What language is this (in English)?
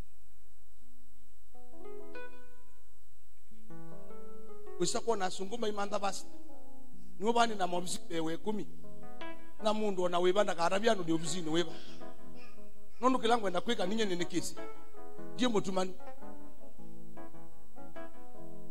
Swahili